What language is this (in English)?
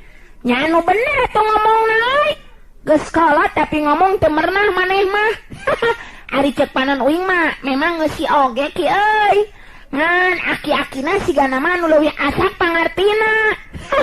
Sundanese